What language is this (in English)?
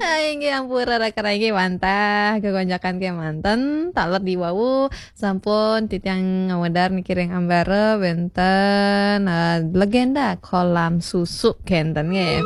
Balinese